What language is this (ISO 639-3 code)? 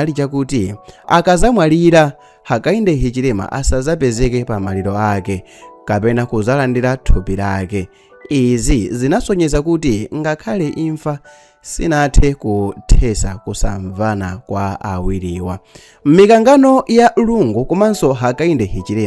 nya